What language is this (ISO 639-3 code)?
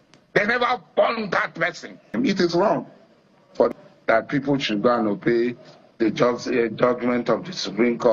pcm